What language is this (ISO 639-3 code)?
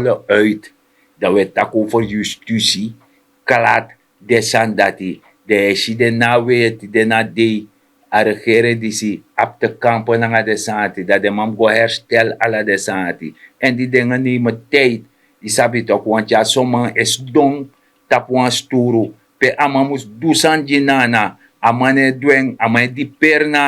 srn